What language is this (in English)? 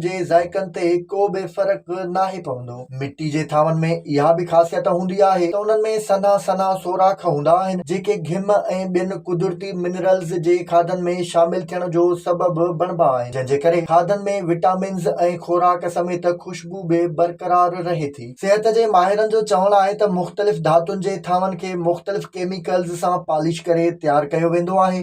Sindhi